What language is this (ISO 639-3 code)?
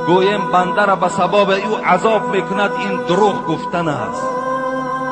tgk